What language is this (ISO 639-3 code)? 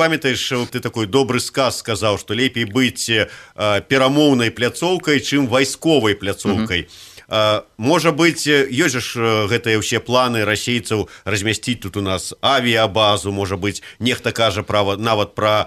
bel